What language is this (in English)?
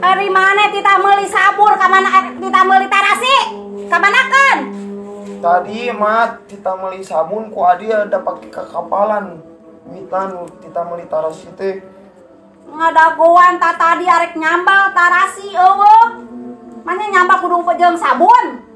Sundanese